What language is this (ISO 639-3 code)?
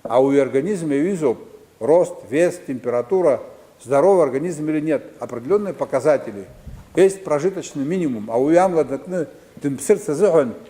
abk